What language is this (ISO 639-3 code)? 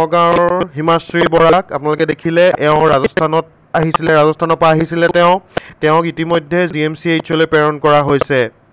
asm